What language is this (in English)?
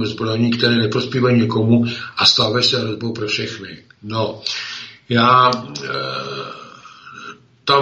Czech